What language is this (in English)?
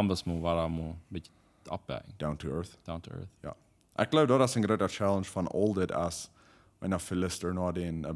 Plautdietsch